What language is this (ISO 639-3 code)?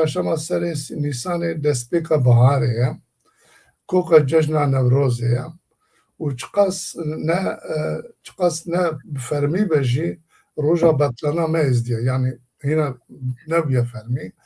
kur